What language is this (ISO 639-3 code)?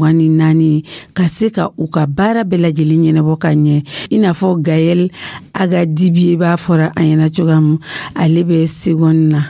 dyu